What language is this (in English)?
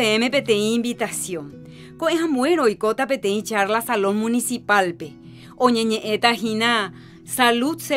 Guarani